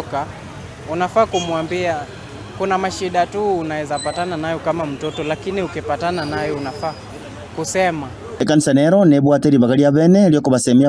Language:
Gusii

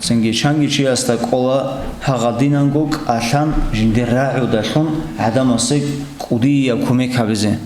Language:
Avaric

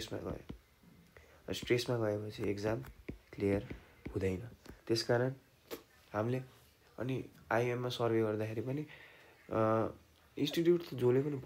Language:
Nepali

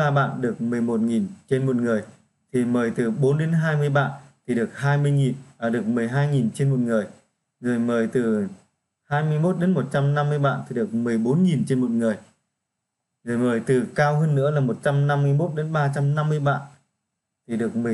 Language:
Vietnamese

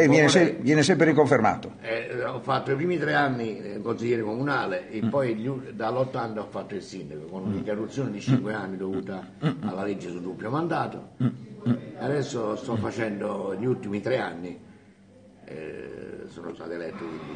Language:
Italian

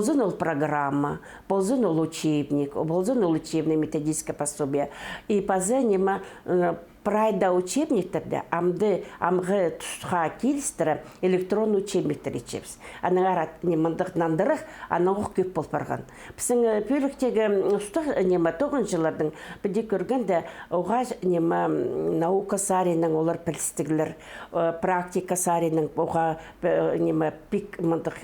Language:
Khakas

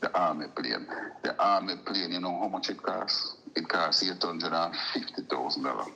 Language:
Jamaican Creole English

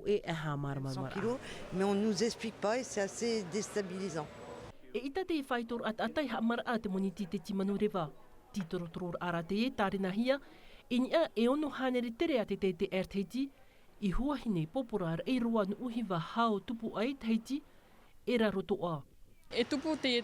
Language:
Tahitian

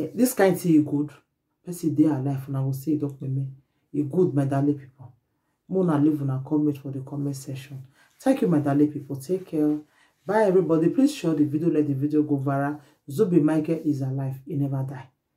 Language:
Nigerian Pidgin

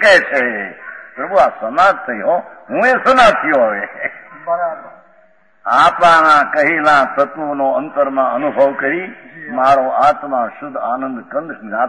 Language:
Gujarati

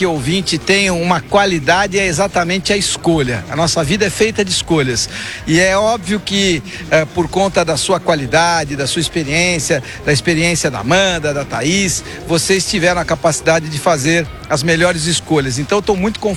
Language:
Portuguese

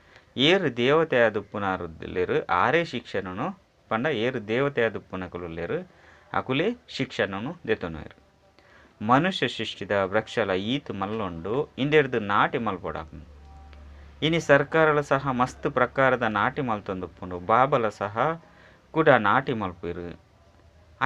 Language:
Tulu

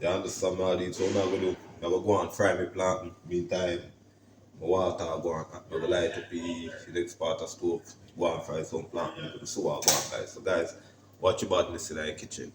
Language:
Jamaican Creole English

